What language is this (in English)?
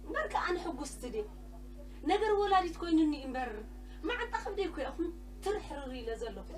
Tigrinya